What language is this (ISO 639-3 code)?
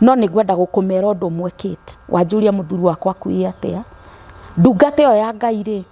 kik